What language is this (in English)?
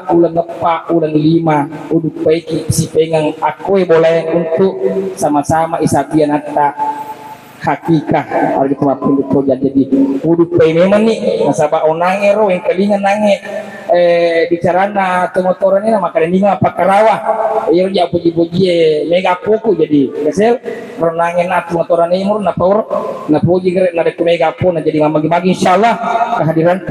Buginese